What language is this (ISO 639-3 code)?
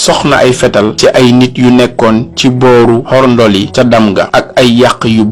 wol